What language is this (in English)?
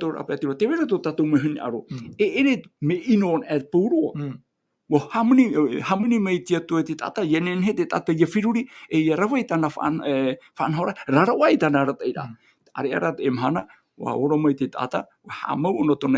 Tahitian